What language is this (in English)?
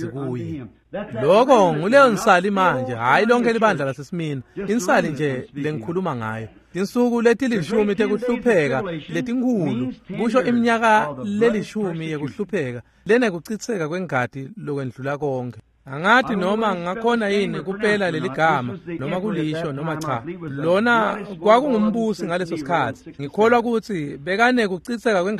Swati